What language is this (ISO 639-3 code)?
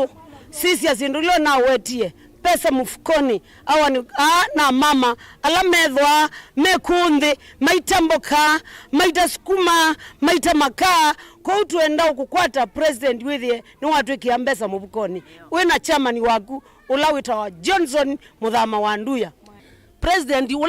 kam